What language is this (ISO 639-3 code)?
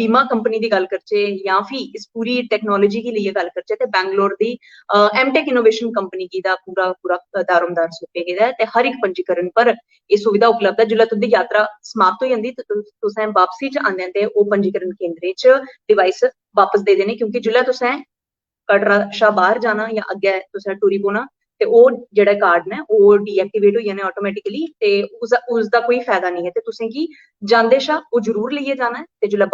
doi